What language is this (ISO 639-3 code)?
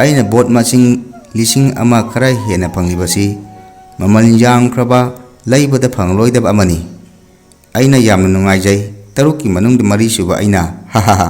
mni